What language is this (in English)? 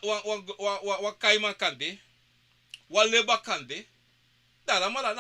Sranan Tongo